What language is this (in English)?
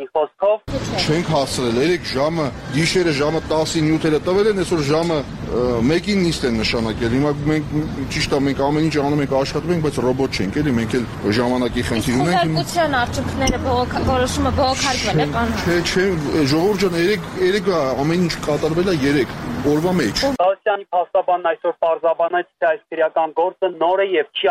Armenian